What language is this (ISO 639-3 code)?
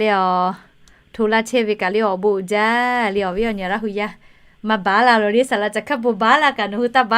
lhu